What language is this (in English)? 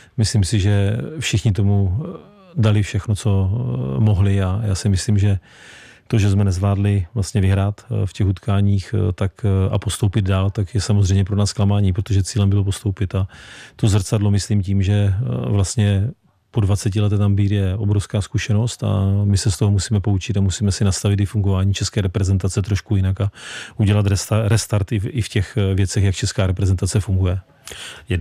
Czech